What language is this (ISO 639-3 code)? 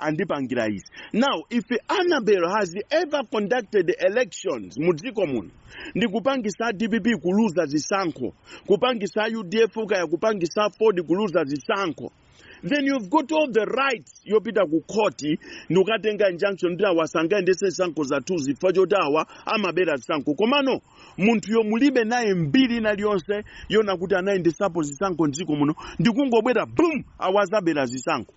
nya